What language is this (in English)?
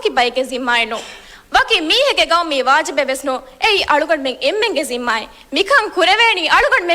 Divehi